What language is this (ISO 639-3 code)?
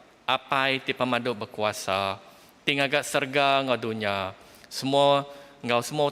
iba